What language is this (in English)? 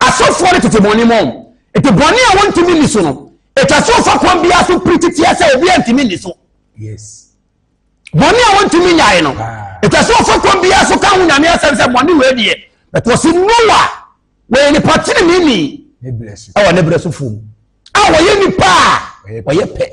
Akan